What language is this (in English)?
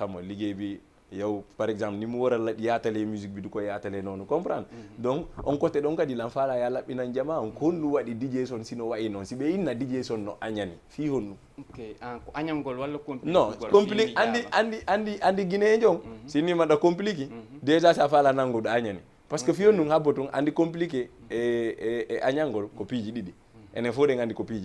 Fula